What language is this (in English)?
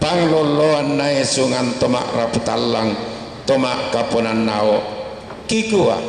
Toraja-Sa'dan